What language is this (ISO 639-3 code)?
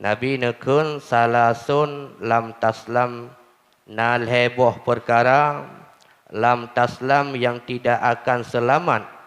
ace